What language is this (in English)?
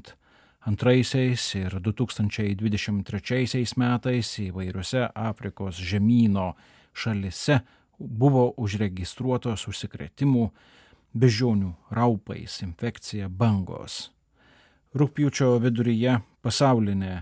Lithuanian